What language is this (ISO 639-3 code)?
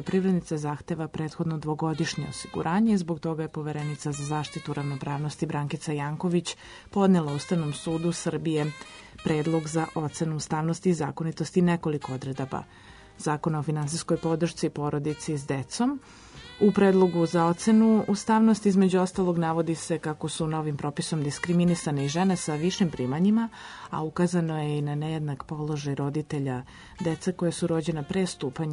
srp